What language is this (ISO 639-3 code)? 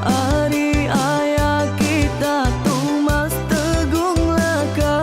iba